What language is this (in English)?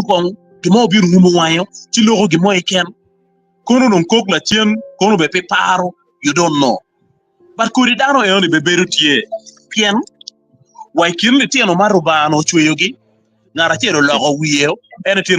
Acoli